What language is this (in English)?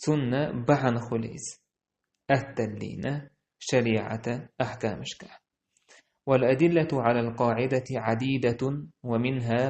Chechen